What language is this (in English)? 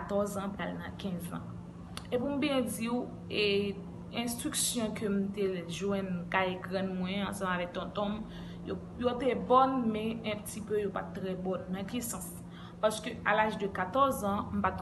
Haitian Creole